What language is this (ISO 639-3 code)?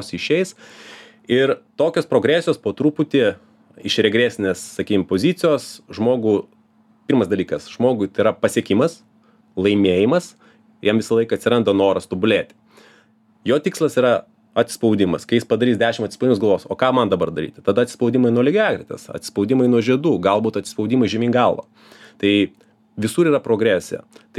lit